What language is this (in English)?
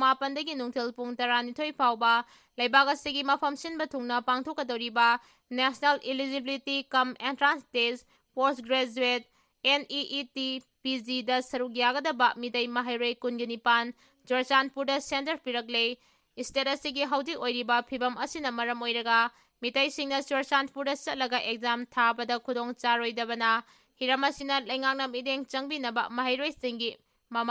Manipuri